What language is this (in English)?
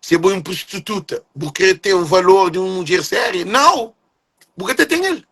Kabuverdianu